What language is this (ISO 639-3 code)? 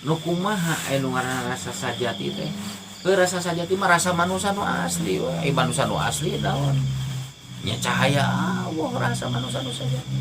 sun